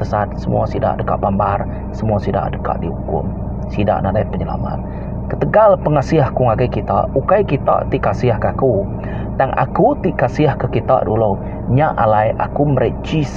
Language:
Iban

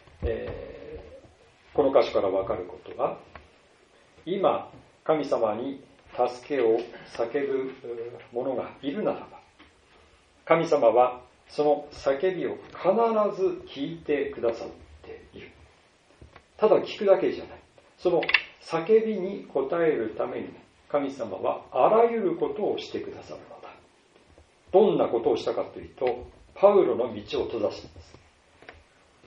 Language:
Japanese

